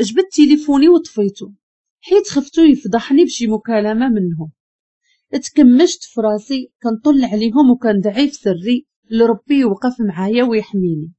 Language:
Moroccan Arabic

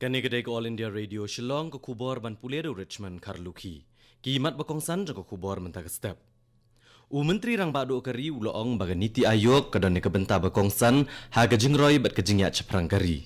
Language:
Khasi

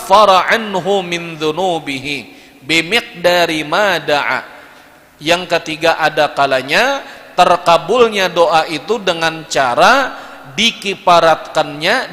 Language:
Banjar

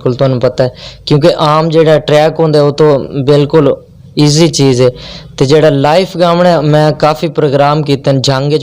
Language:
Western Panjabi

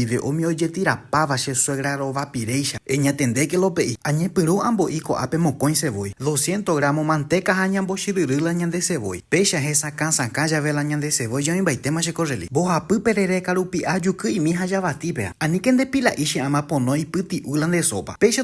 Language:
Guarani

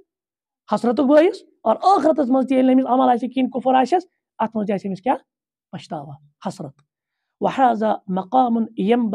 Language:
Kashmiri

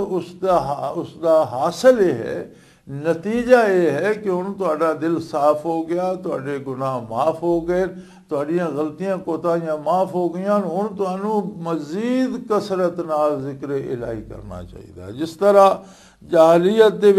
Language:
Western Panjabi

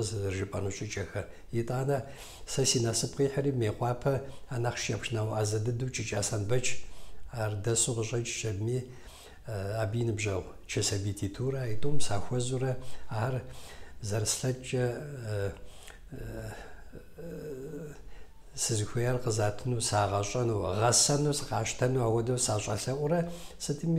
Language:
Kabardian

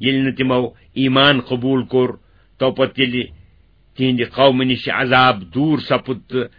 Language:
Kashmiri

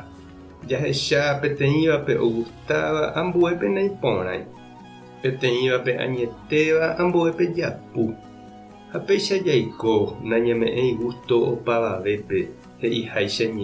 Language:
Guarani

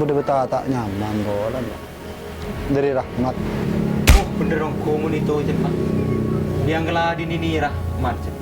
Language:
Madurese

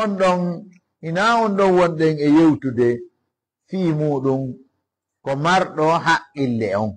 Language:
Fula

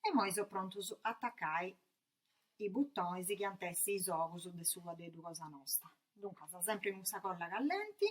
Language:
Sardinian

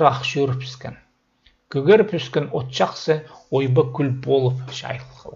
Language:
Khakas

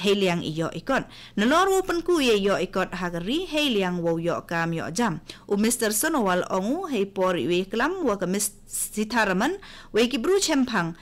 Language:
Khasi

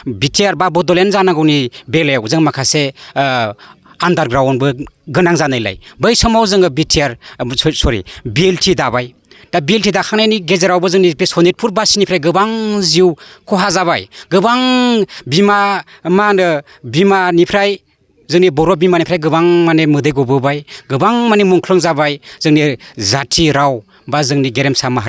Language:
Bodo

